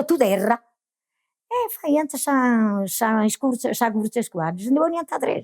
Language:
Sardinian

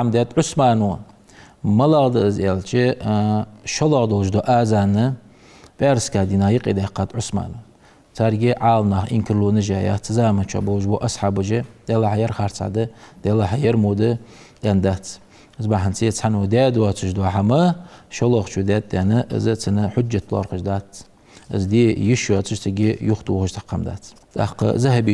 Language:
Ingush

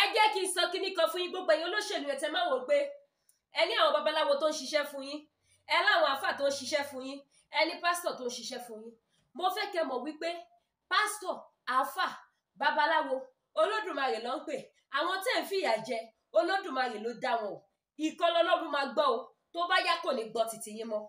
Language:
Yoruba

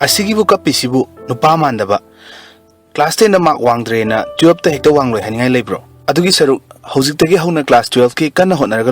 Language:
Manipuri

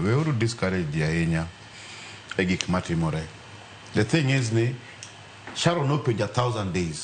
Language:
Luo (Kenya and Tanzania)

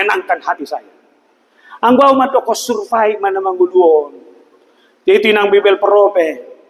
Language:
Batak Toba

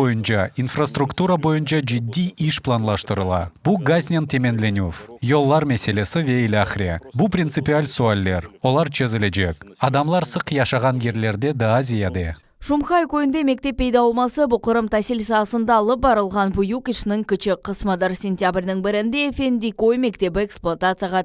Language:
Crimean Tatar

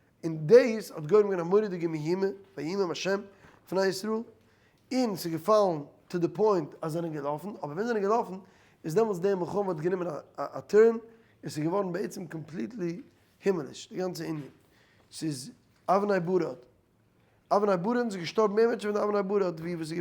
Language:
Yiddish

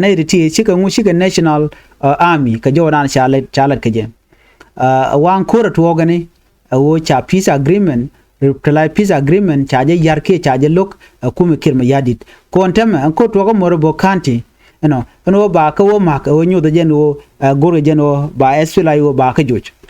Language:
Nuer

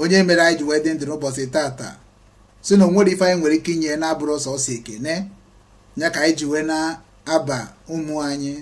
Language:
Igbo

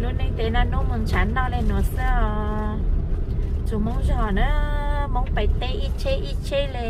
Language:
Hmong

